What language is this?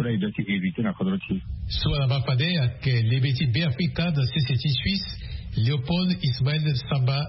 Sango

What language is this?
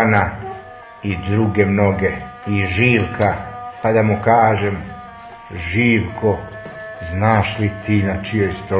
Serbian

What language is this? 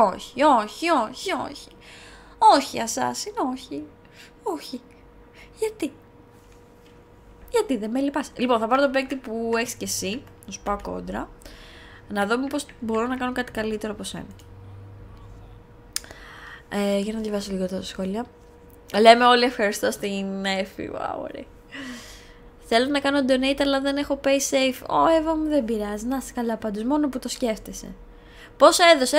Greek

